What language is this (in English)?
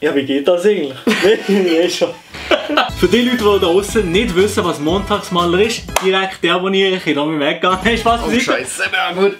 Swiss German